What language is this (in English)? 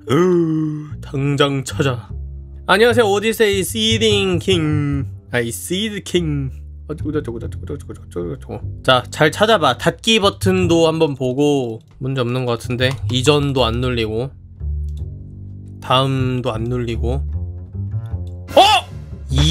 Korean